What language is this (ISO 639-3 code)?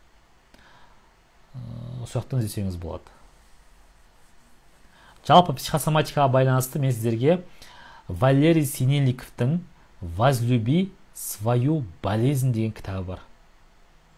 kaz